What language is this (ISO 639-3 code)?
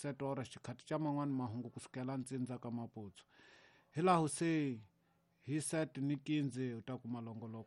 tso